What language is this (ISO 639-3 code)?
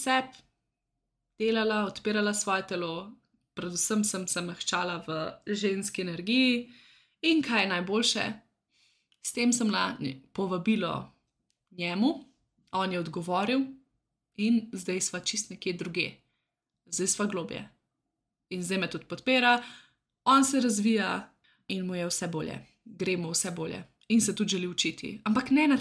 slv